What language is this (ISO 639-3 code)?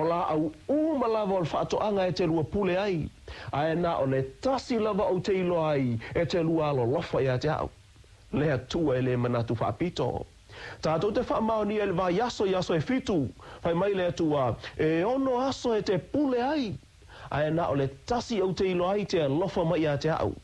smo